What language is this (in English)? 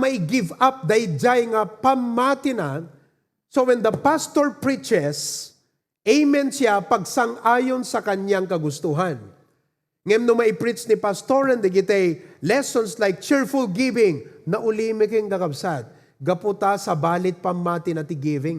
Iloko